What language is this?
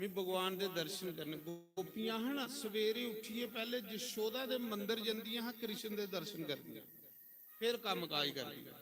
Dogri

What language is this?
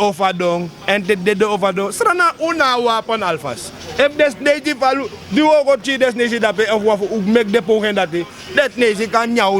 Sranan Tongo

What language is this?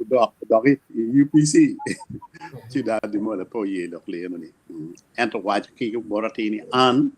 Acoli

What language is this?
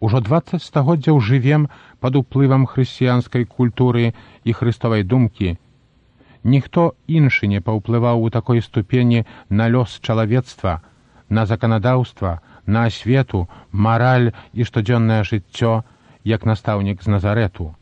Belarusian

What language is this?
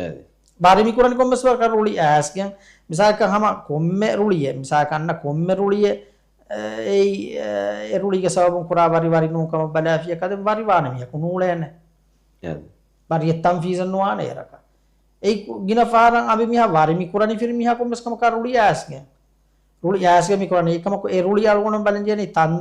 Divehi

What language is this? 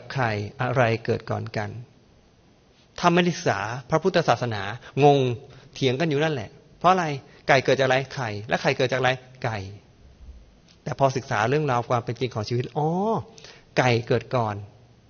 Thai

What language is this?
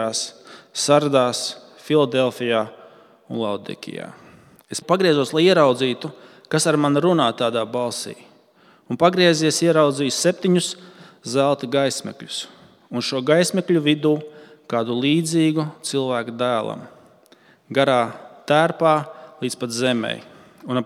Latvian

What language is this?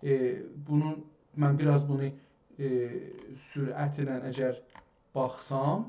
South Azerbaijani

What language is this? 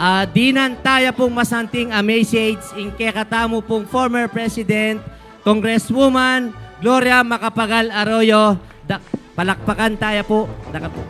Pampanga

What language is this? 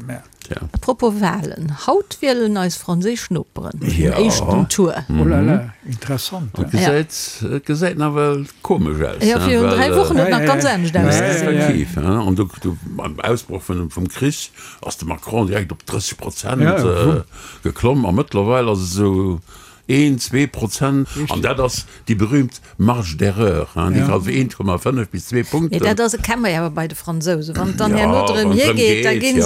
Luxembourgish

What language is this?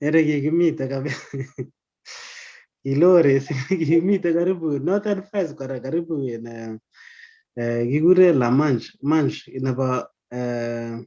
Kalenjin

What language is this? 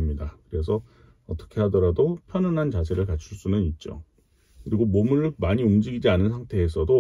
Korean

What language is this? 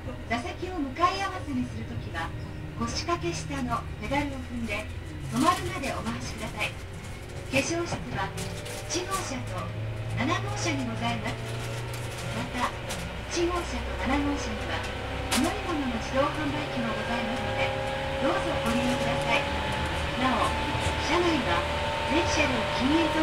Japanese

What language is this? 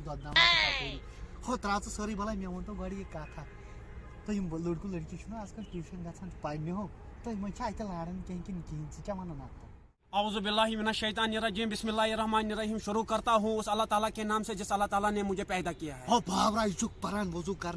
Kashmiri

